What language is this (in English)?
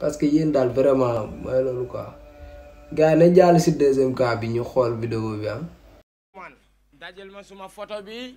Wolof